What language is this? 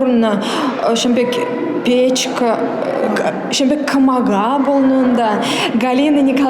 Chuvash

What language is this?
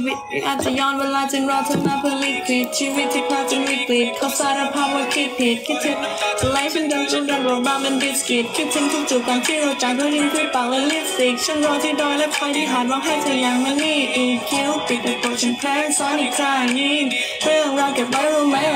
Thai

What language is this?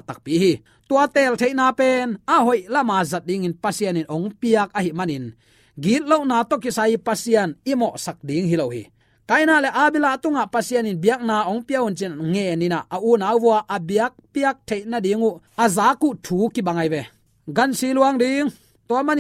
Tedim Chin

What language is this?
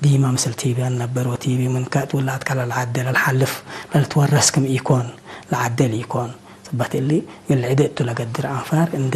Tigre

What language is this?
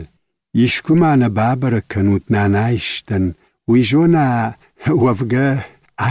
Ossetic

